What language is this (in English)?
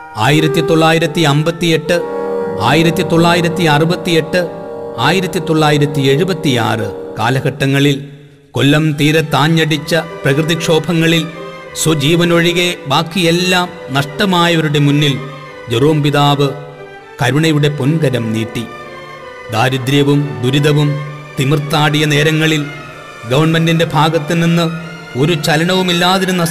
Malayalam